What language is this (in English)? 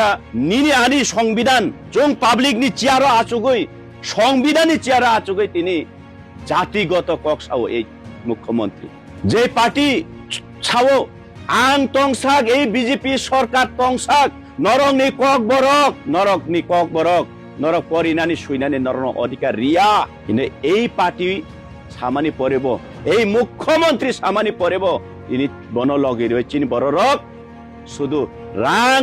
Kok Borok